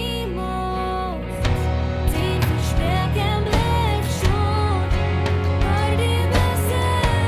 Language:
Plautdietsch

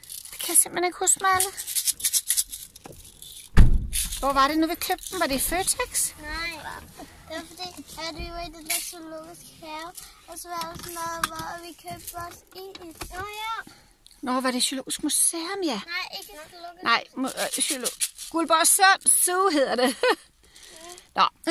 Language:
Danish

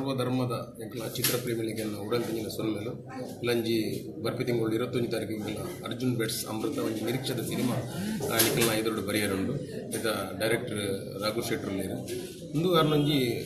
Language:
Tulu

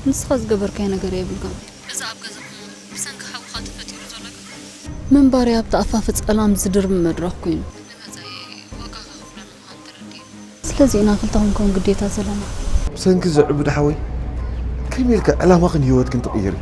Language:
Tigrinya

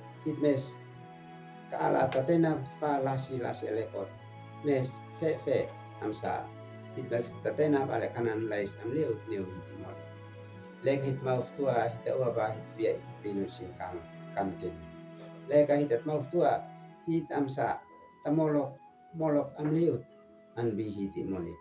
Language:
Uab Meto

